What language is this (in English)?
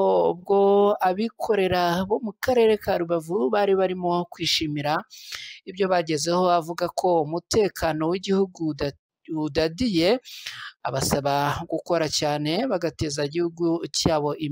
Kinyarwanda